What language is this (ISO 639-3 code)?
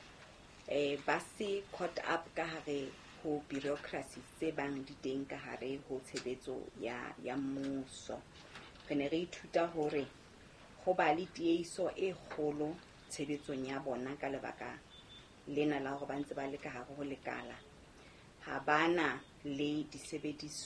sot